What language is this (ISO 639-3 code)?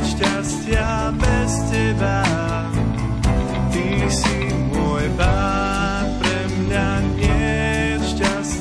slk